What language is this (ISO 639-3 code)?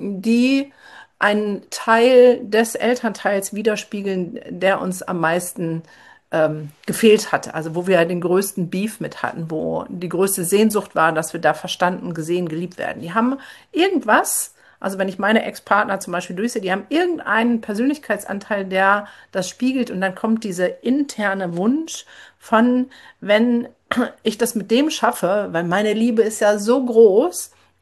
deu